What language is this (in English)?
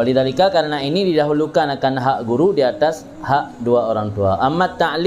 Achinese